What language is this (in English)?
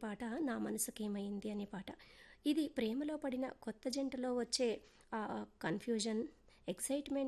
Telugu